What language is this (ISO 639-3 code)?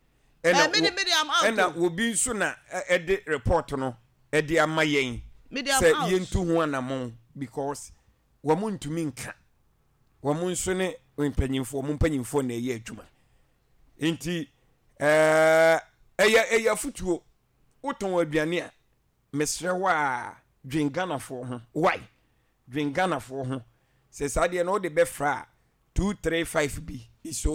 aka